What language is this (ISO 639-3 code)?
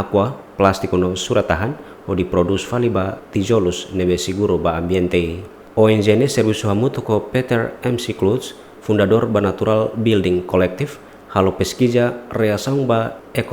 tet